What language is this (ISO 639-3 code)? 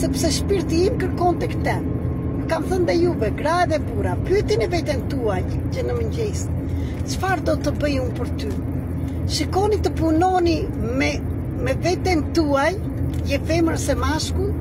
sqi